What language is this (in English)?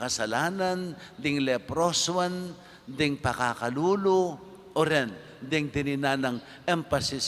Pampanga